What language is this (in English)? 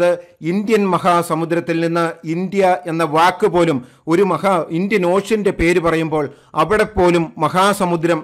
Malayalam